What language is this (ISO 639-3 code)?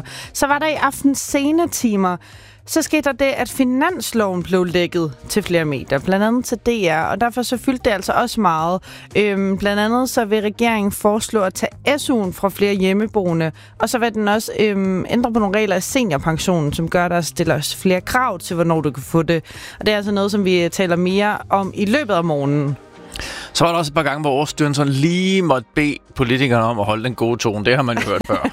dan